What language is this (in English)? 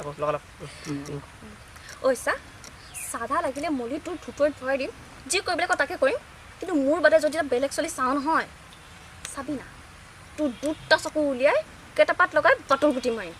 Assamese